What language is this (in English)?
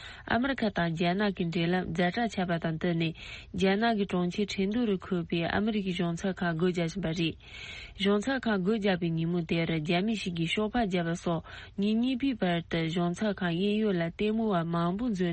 Tibetan